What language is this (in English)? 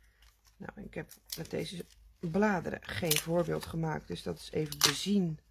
Dutch